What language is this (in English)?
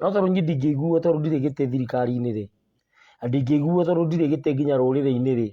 Kikuyu